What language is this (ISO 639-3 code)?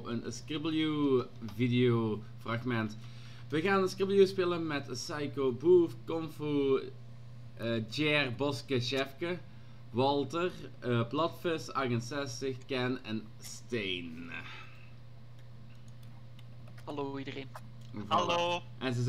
nld